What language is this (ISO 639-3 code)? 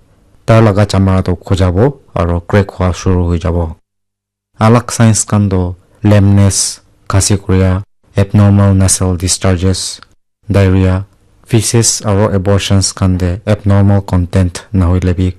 nag